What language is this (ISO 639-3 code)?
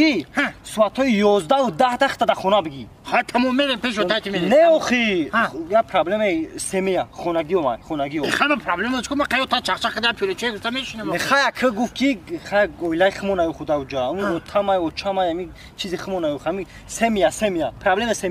tgk